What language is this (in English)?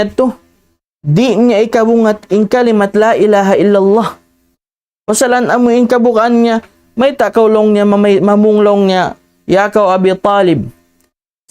Tausug